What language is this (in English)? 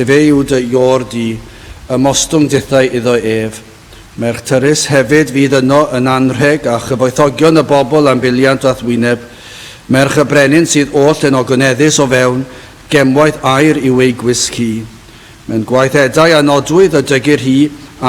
Welsh